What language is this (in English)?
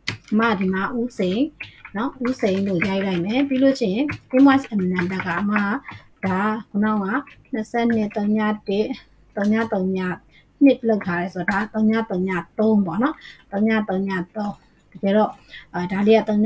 Burmese